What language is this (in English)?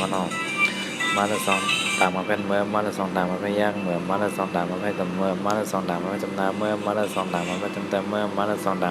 Shan